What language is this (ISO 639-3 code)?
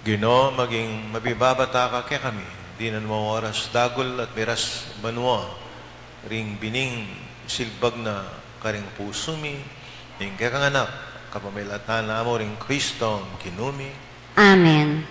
pam